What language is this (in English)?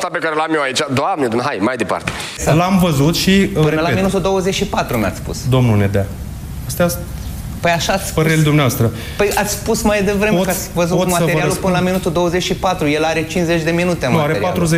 Romanian